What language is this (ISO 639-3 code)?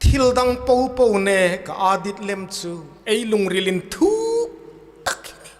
hmr